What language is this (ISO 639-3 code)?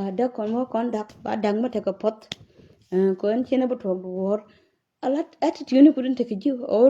nus